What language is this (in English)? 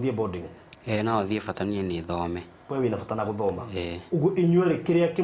Kikuyu